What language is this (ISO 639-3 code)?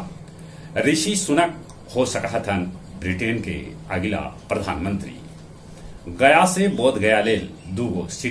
mag